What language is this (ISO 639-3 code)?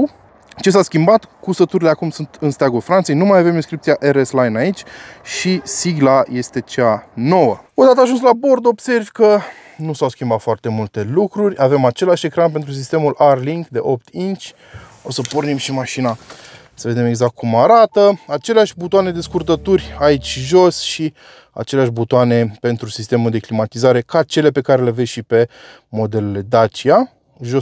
ron